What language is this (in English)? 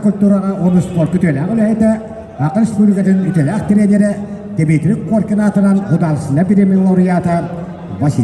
Yakut